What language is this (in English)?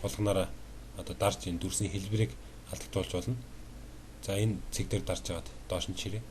Mongolian